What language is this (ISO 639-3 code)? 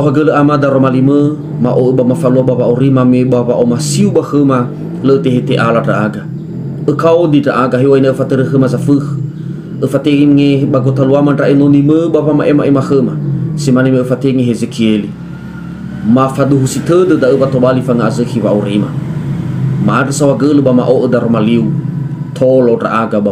nia